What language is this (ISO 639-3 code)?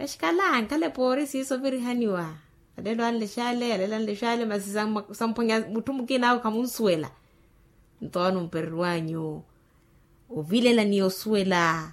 vmw